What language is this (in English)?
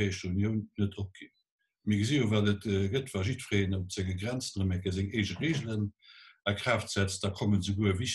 Luxembourgish